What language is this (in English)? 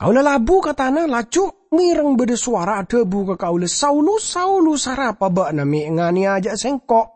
Madurese